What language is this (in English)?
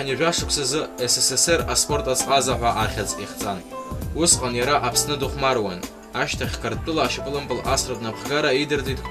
Abkhazian